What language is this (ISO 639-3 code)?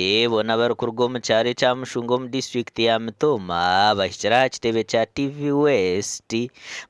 nyn